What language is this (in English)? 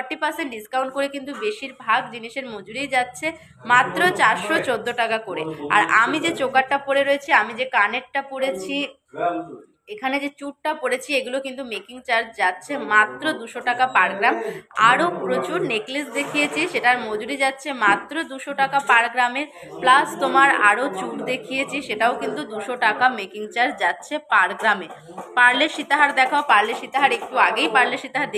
Bangla